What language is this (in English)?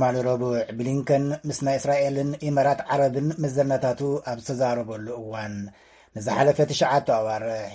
Tigrinya